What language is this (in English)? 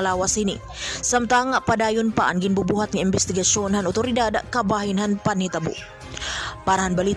Waray